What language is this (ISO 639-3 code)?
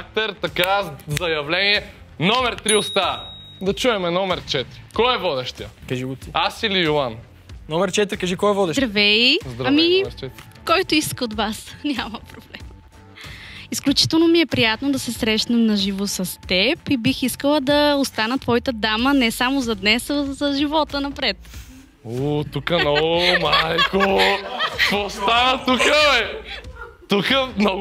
bul